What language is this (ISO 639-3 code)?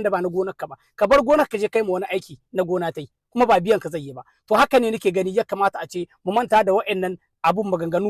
hau